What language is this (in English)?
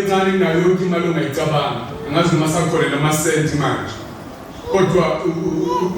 Zulu